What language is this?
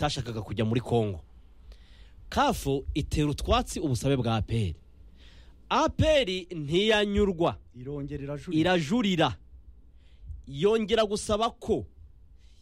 Kinyarwanda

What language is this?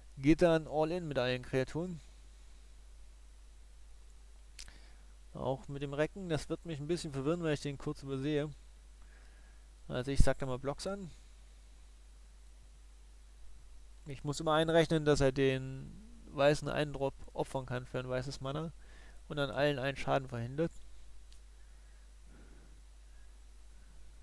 German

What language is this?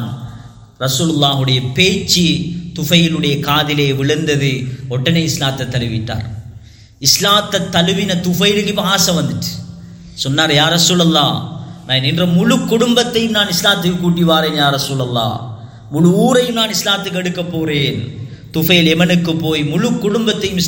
Tamil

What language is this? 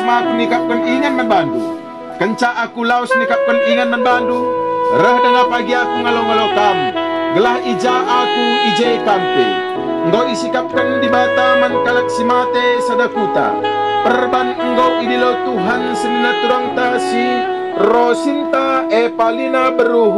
Batak Karo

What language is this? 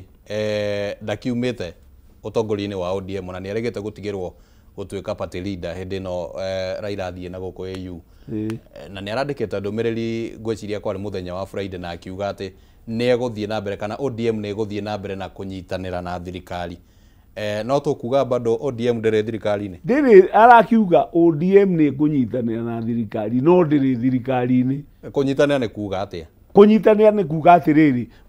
Kikuyu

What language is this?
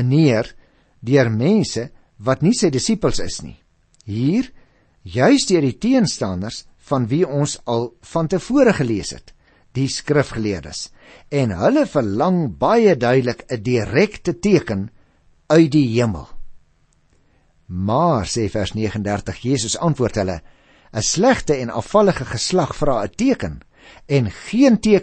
Afrikaans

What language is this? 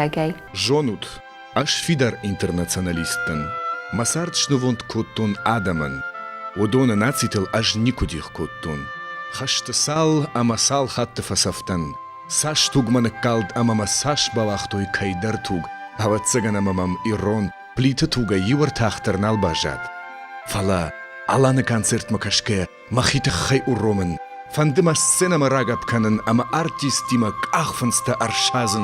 Ossetic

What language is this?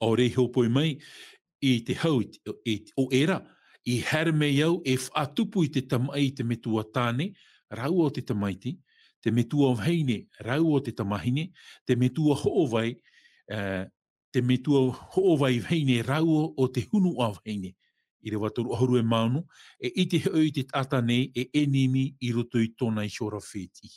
Tahitian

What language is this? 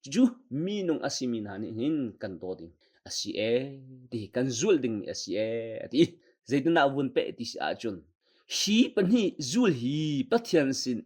Hakha Chin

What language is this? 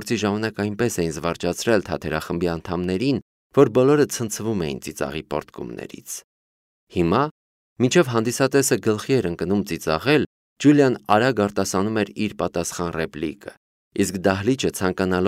Armenian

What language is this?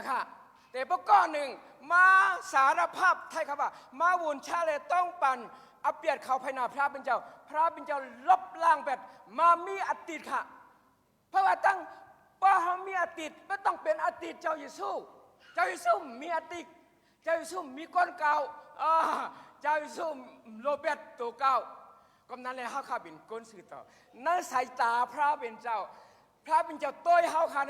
Shan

